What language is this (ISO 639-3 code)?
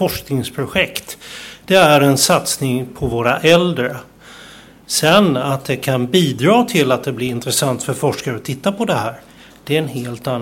swe